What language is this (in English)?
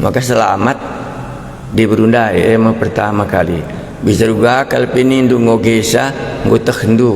Batak Karo